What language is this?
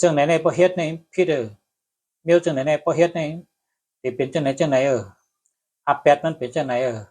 Shan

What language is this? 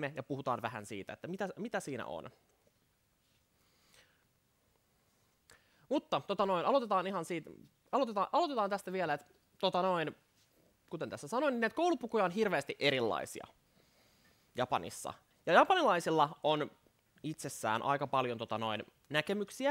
Finnish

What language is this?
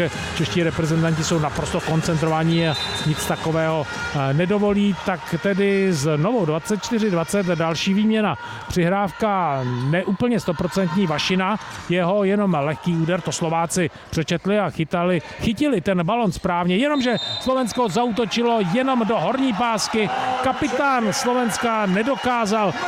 Czech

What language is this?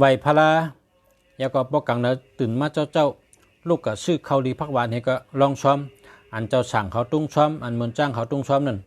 Shan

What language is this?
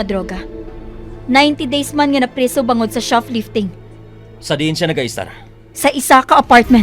Hiligaynon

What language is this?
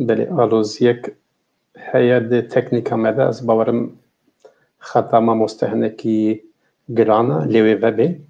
Kurdish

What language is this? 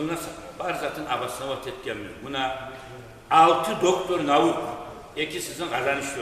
Kumyk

